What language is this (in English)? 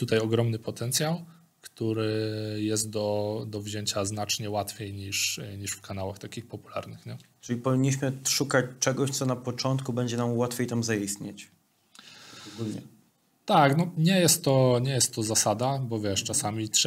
Polish